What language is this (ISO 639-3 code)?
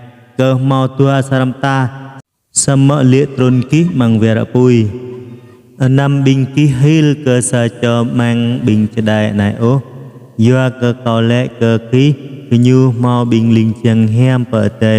jra